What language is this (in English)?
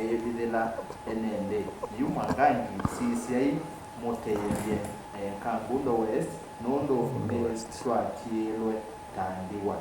Kamba